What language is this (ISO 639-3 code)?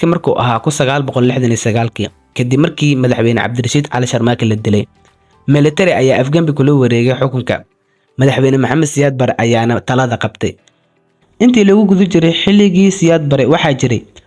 som